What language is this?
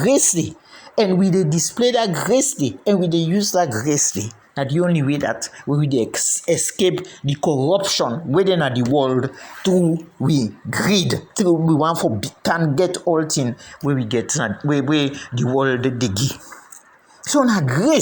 Krio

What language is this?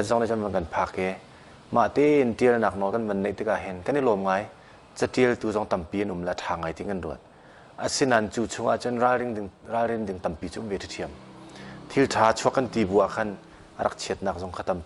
Hakha Chin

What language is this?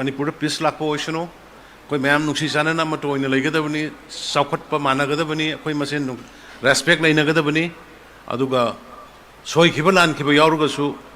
Manipuri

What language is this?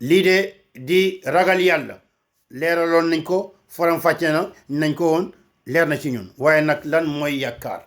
Wolof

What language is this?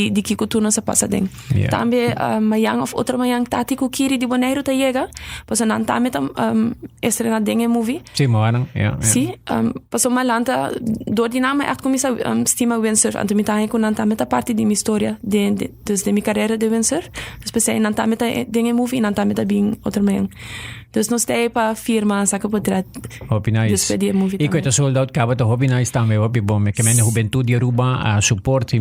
Papiamento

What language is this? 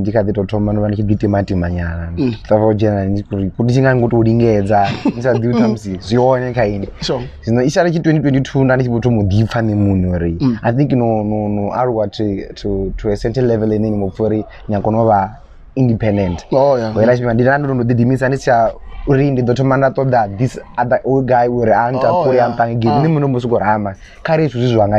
Venda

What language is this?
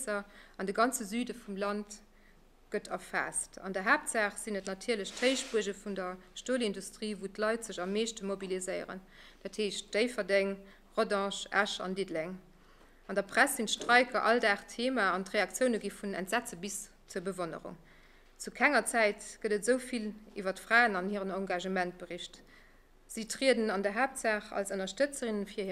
Luxembourgish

